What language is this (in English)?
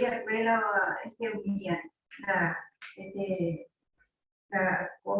Guarani